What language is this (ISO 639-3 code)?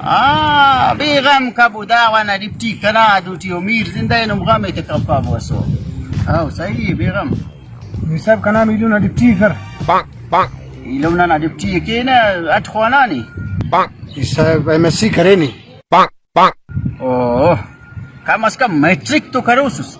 brh